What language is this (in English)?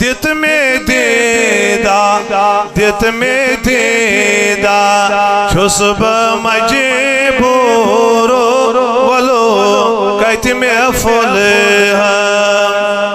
Kashmiri